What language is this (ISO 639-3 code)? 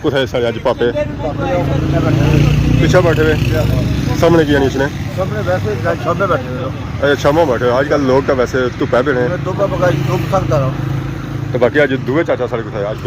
phr